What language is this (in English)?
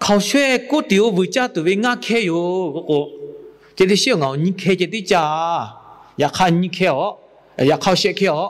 Lahu